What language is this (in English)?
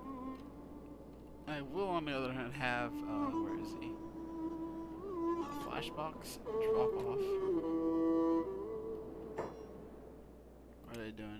English